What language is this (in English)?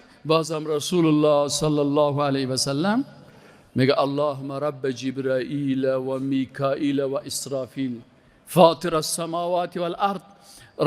Persian